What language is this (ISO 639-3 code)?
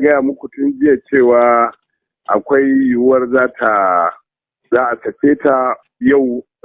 hau